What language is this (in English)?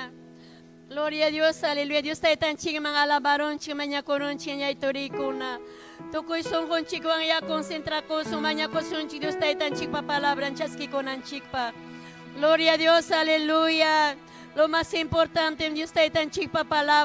Ayacucho Quechua